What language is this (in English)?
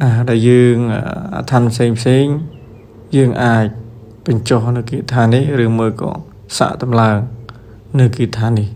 Khmer